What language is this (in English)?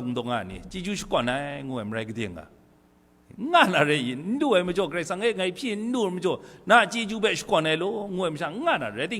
Kachin